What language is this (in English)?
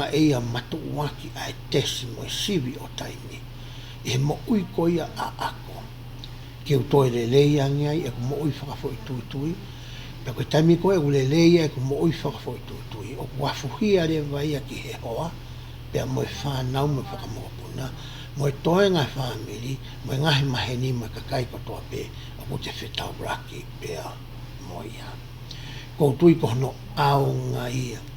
Tongan